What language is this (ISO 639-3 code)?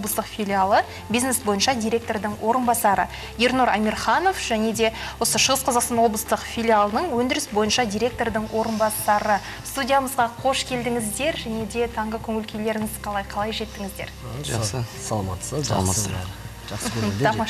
kaz